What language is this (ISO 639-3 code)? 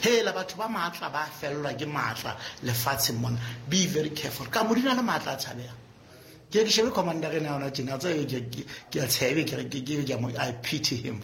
sot